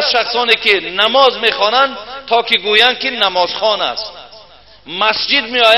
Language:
Tajik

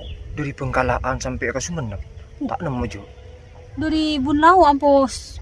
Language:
Madurese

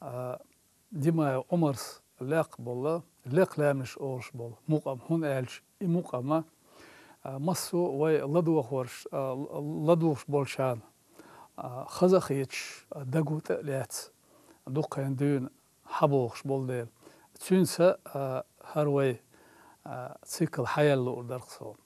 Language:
Chechen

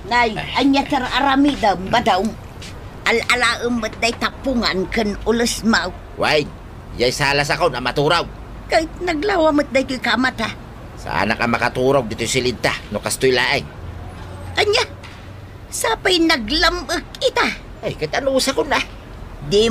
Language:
Iloko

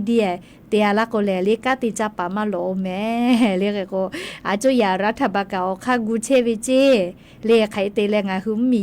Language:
Lahu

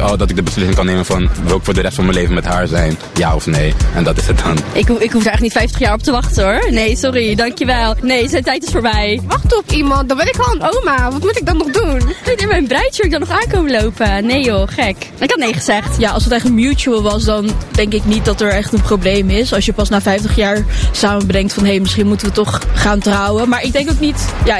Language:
Dutch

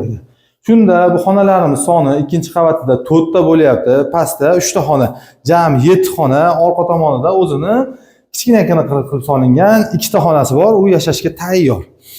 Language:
Uzbek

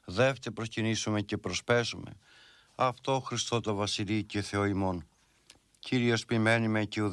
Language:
Greek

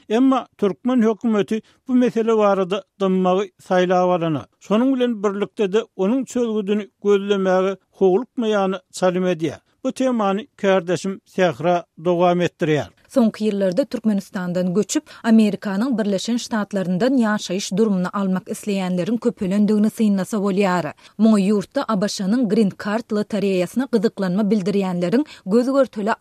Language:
Turkmen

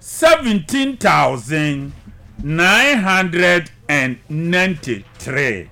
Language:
Akan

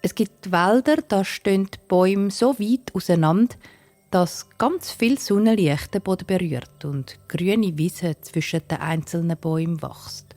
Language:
Swiss German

